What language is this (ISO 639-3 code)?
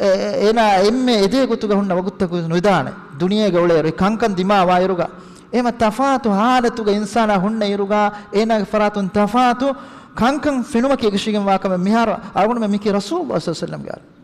div